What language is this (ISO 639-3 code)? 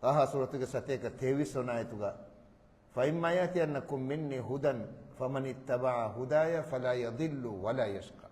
div